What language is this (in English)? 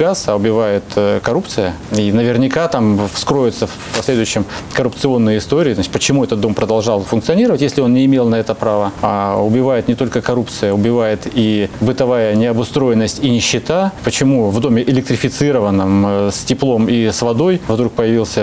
Russian